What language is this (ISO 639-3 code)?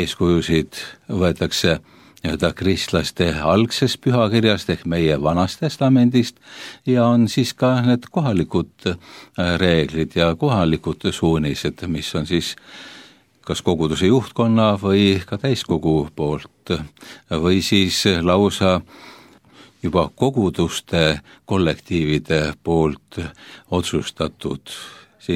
est